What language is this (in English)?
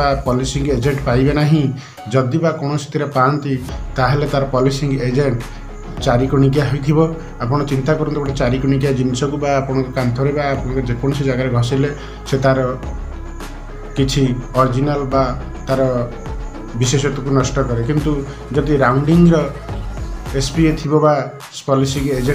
Odia